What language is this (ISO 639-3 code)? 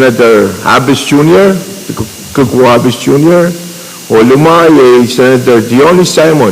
pon